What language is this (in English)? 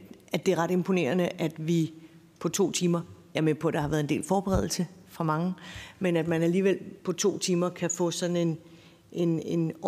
Danish